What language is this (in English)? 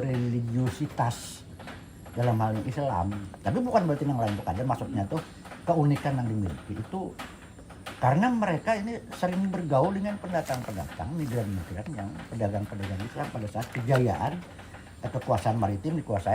Banjar